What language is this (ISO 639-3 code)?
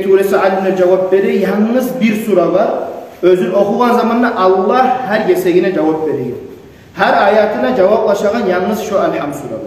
kum